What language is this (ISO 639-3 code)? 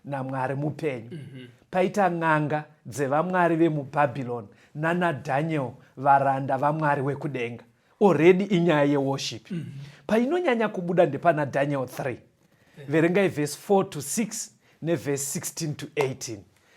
sna